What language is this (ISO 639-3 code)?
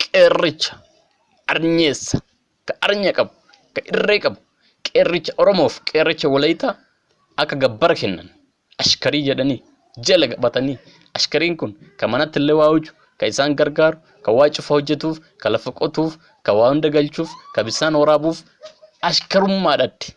orm